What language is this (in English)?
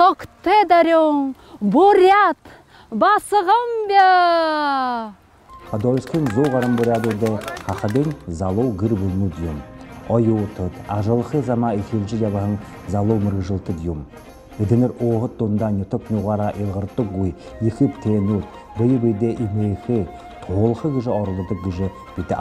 Buriat